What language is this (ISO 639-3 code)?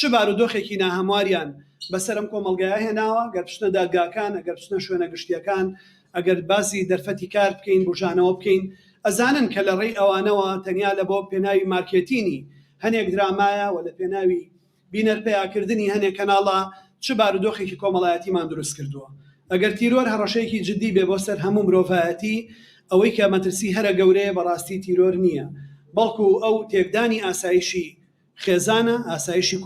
ckb